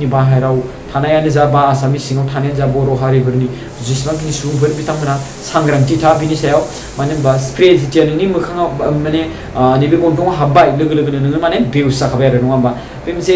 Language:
Bodo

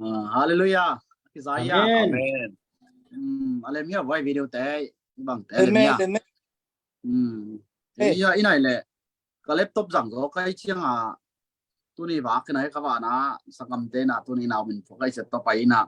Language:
Tedim Chin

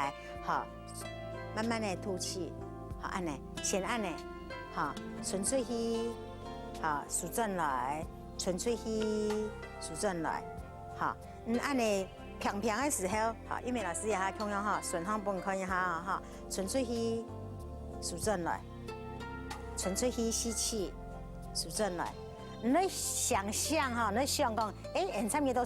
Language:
Hakka Chinese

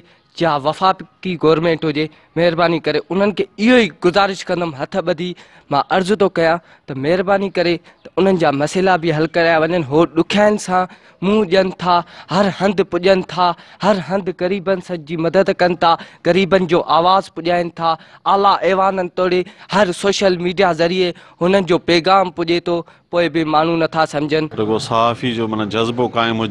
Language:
Sindhi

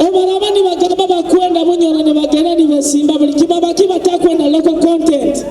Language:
Nyoro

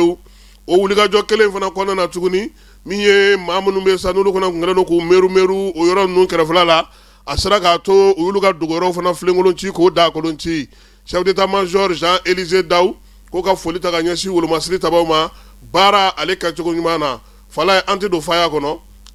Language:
Bambara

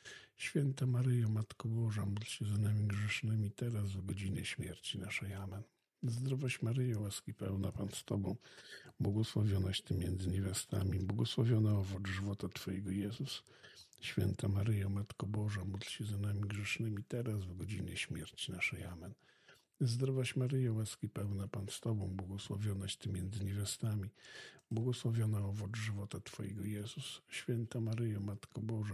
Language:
Polish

